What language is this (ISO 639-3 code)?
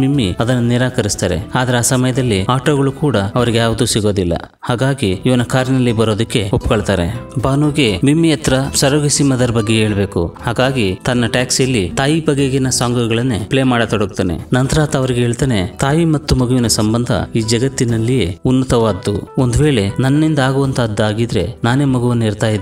kan